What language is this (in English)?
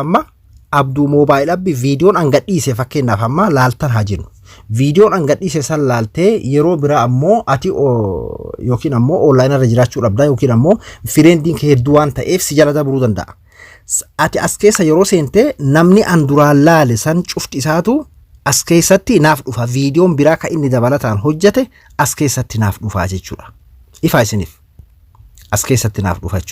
Oromo